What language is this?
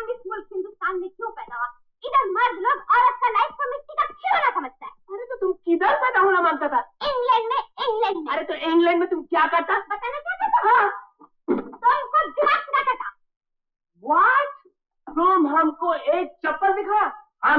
Hindi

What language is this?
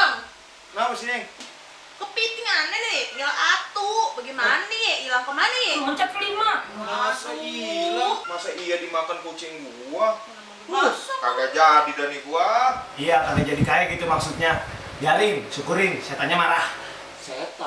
Betawi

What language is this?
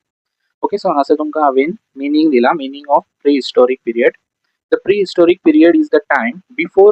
Konkani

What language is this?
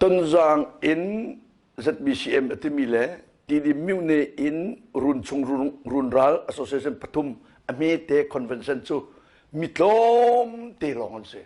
Hakha Chin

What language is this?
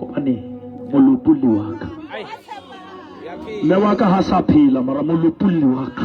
Southern Sotho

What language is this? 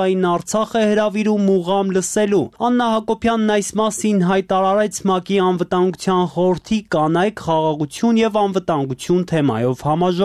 Armenian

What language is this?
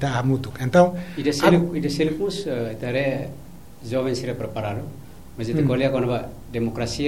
Tetum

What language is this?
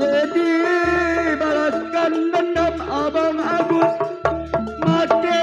Betawi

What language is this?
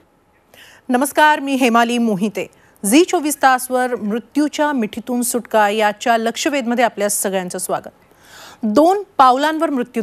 Marathi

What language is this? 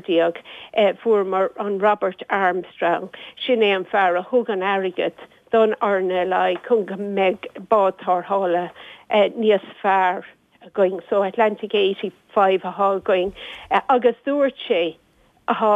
Irish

